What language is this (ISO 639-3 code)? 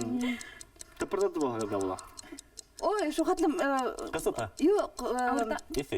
bak